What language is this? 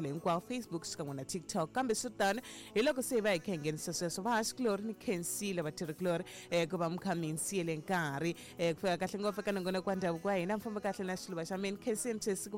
Tsonga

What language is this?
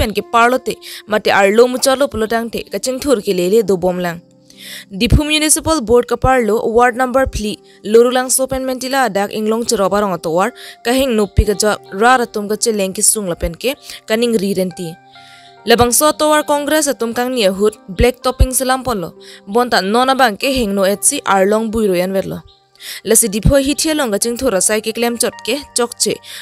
Karbi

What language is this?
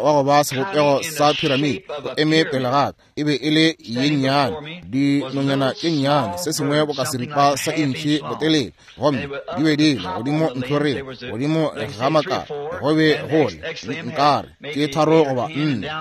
Northern Sotho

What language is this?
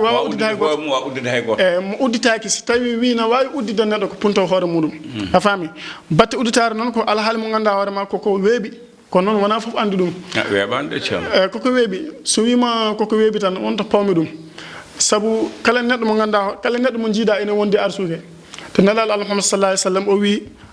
Fula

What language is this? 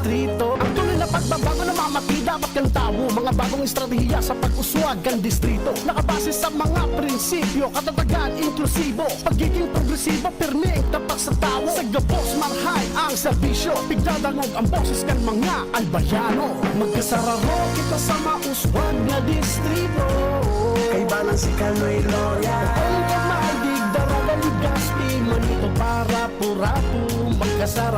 Bikol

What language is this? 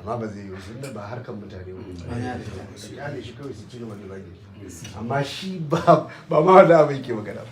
Hausa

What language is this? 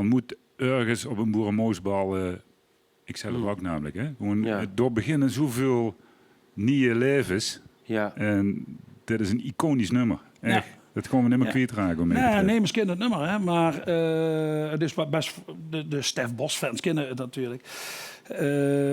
Limburgish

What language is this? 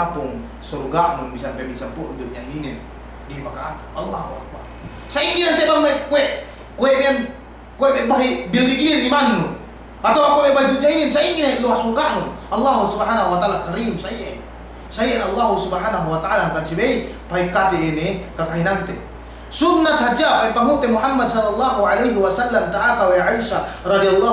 Yakan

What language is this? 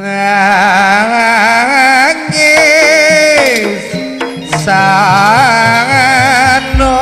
Madurese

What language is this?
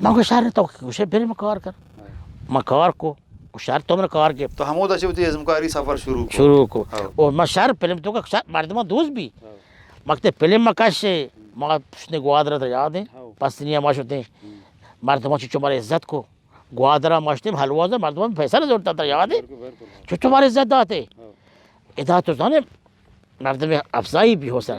Baluchi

